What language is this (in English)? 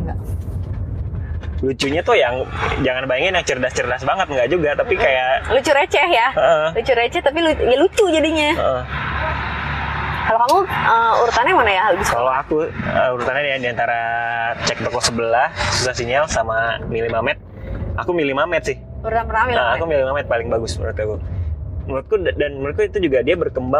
Indonesian